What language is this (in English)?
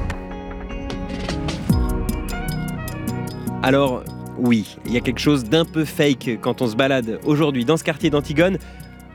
French